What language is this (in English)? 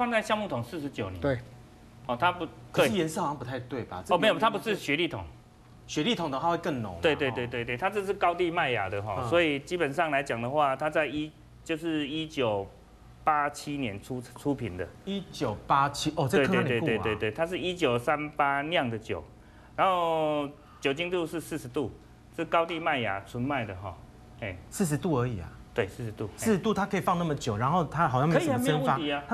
Chinese